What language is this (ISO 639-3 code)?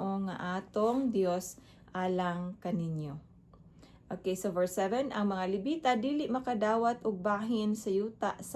ceb